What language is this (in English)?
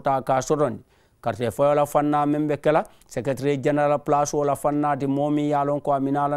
Mandingo